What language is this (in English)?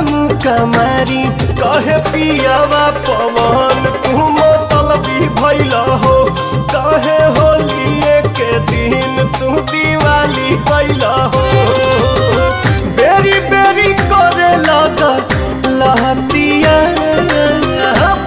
Bhojpuri